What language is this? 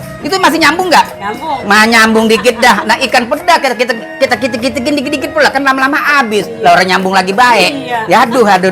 Betawi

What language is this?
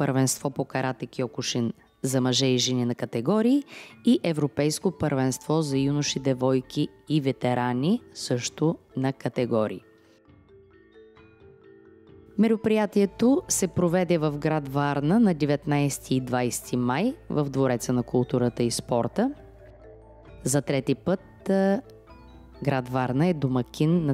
Bulgarian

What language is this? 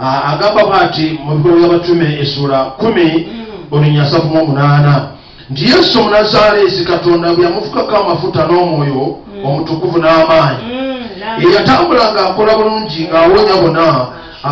Ganda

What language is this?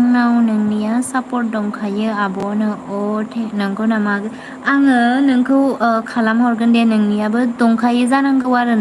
Bodo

